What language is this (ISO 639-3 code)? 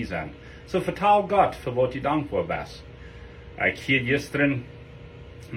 pdt